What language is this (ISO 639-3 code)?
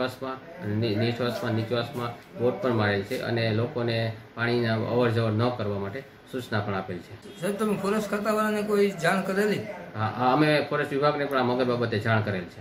guj